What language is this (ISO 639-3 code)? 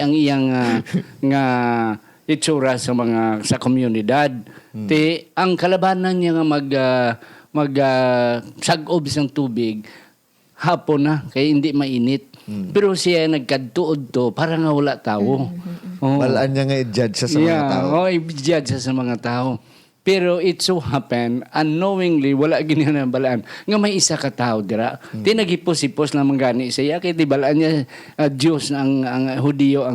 hil